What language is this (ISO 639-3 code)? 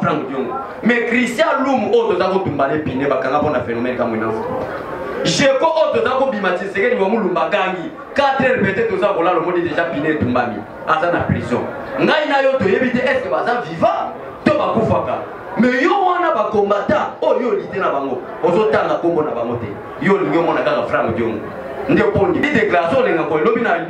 lin